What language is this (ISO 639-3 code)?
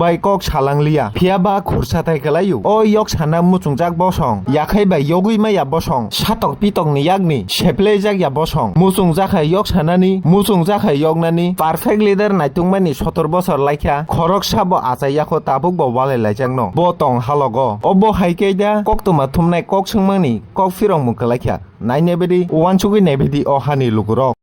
trp